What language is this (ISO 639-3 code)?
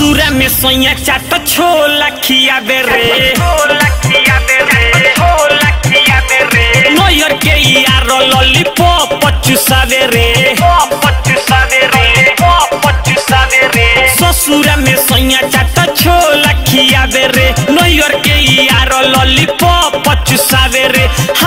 bho